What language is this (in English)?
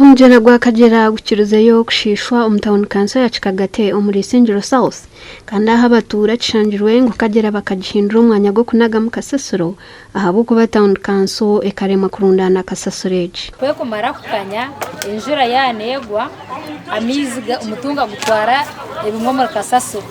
Nyankole